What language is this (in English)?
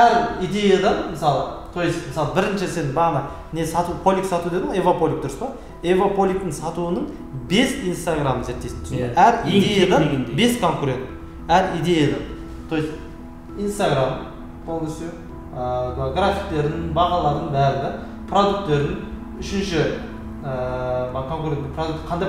Kazakh